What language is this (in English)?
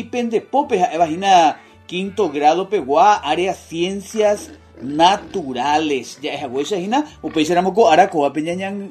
Guarani